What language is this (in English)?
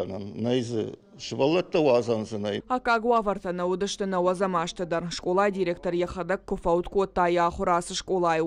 Ossetic